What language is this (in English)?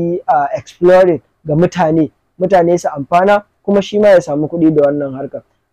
Hausa